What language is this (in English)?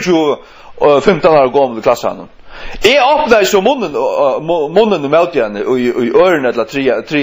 Faroese